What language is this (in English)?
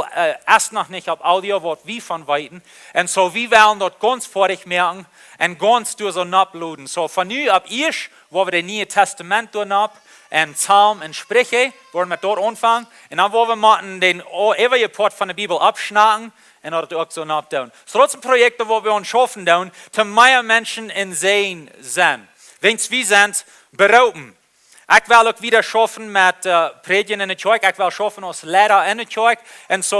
Plautdietsch